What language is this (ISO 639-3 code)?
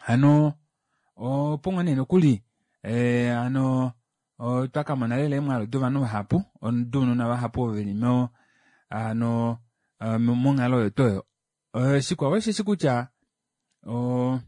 kua